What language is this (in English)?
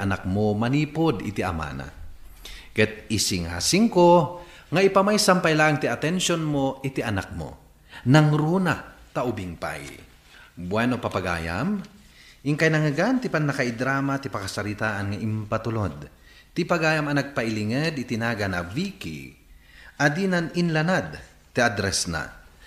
Iloko